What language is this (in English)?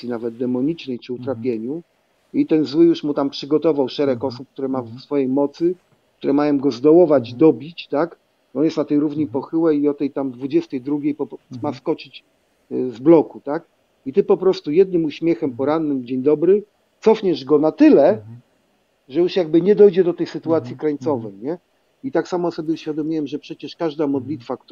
Polish